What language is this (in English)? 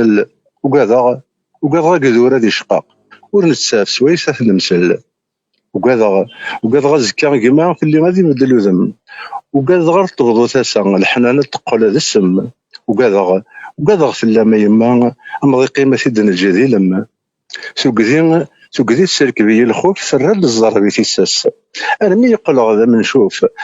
Kabyle